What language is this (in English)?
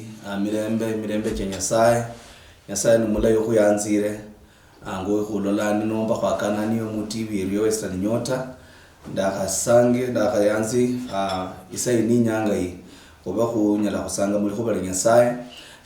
Luyia